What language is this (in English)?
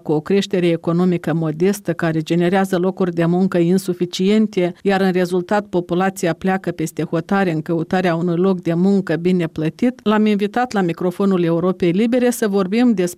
Romanian